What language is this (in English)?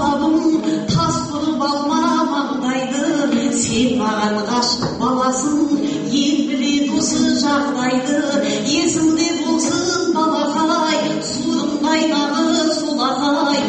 Kazakh